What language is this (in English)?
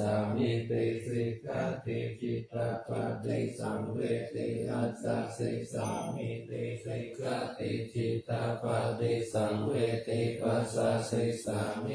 Pali